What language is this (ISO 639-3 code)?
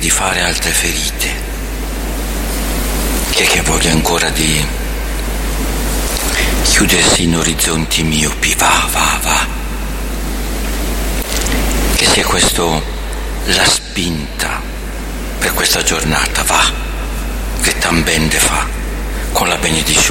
ita